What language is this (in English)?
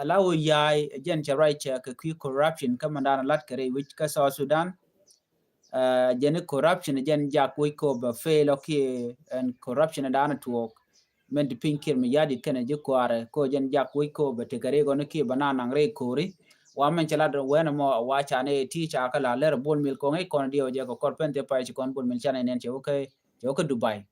Nuer